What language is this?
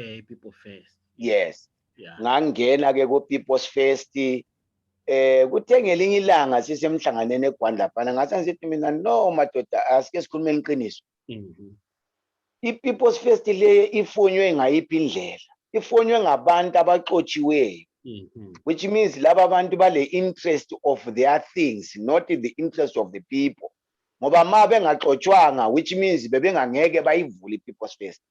Zulu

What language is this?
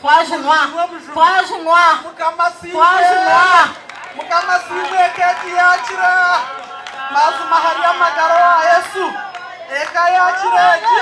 Nyankole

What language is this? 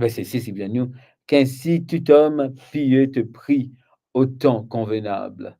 Morisyen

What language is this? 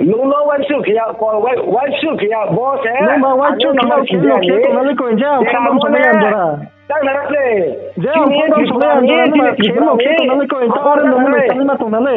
Riang (India)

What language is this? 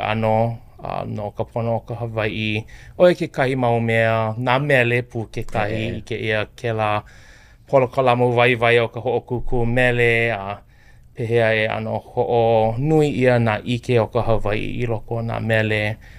Hawaiian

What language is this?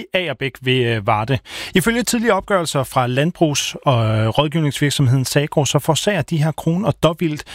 Danish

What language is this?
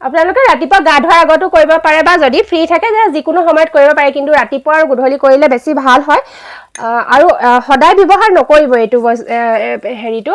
Assamese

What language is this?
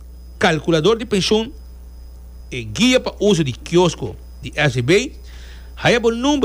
Papiamento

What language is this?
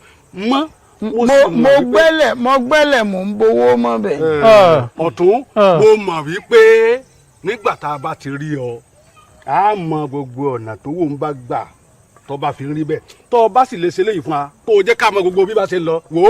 Yoruba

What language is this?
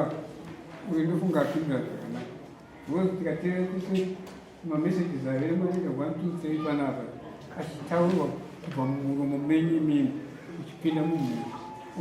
Shona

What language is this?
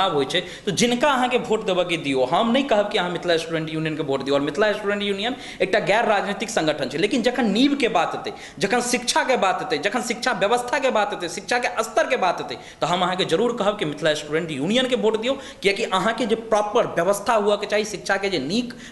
Maithili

